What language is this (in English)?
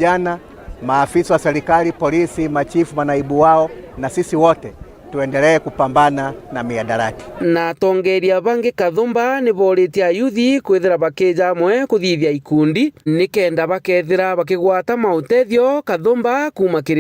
Meru